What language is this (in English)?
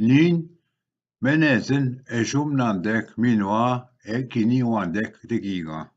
Ojibwa